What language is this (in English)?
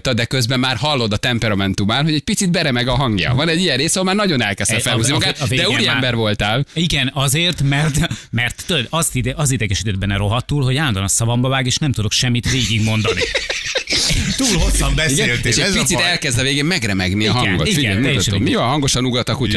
Hungarian